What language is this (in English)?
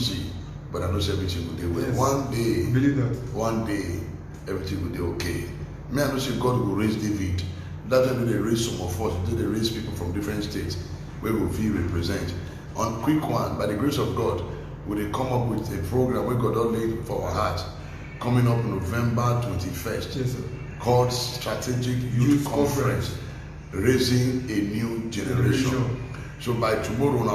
Nigerian Pidgin